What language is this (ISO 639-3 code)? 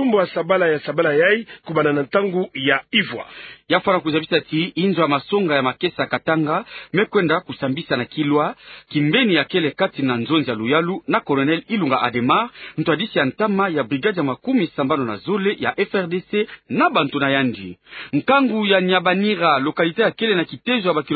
ktu